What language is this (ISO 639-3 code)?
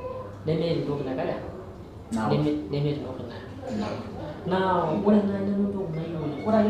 mas